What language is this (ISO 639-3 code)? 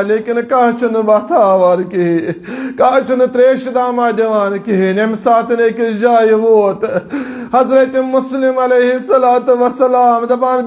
kas